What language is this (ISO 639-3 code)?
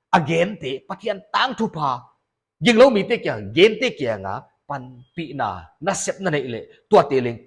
pck